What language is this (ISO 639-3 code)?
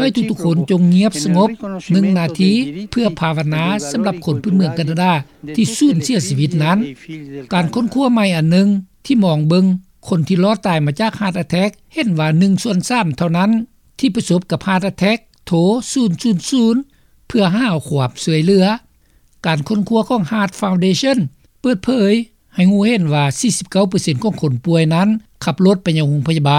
lao